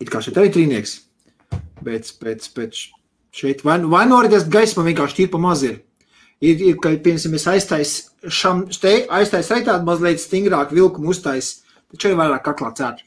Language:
Latvian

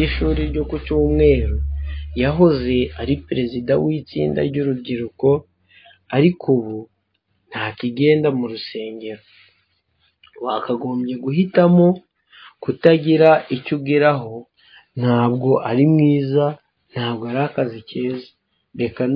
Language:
Kinyarwanda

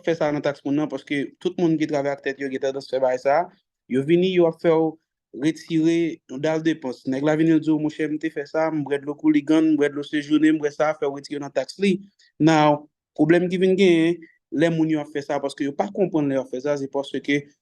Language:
Haitian Creole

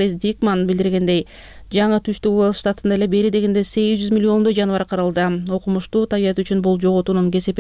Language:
Kyrgyz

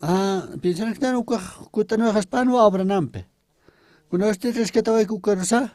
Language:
Aymara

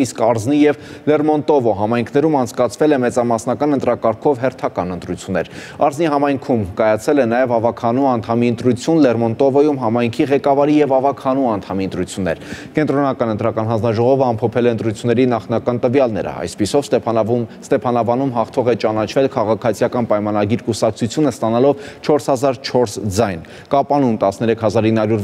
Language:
Armenian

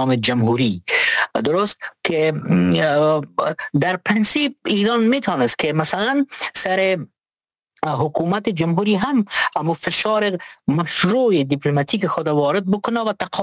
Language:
Persian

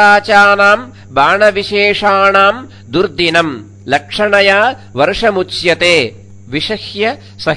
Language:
Sanskrit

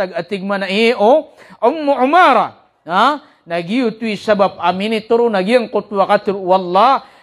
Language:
Maranao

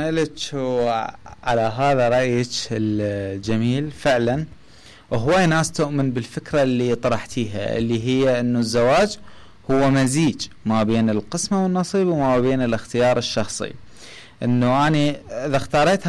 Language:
Mesopotamian Arabic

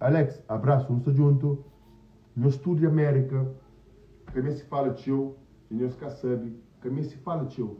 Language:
Kabuverdianu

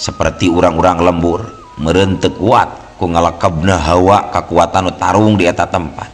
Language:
Sundanese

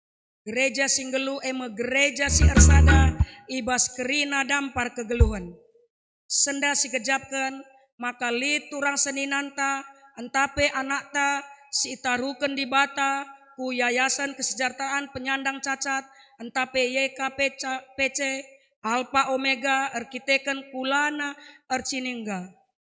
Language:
Batak Karo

